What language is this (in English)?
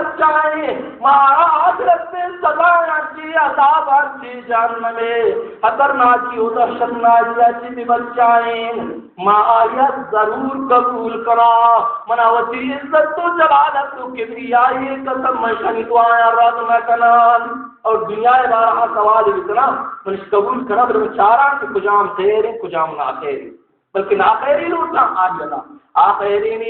Baluchi